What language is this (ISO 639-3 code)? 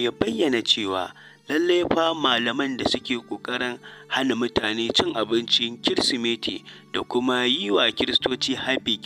hau